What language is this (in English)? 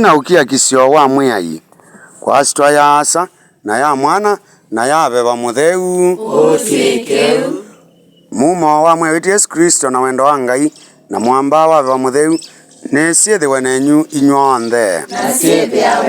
Kamba